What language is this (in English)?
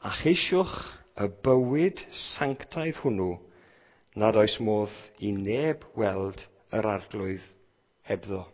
Welsh